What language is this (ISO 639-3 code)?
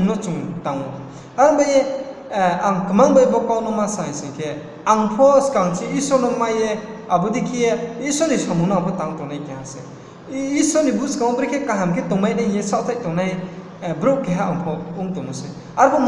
ria